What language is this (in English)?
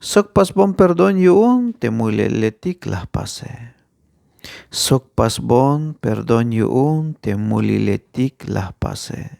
Tzeltal